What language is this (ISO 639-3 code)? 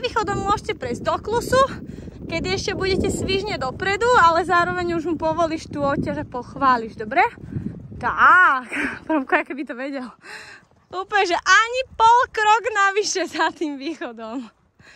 slk